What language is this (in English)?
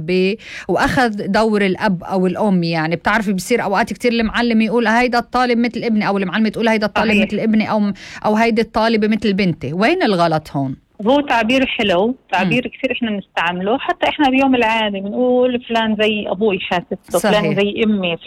North Levantine Arabic